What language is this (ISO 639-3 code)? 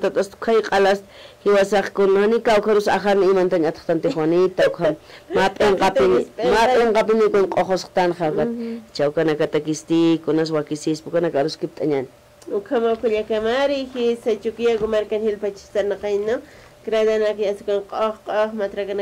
aym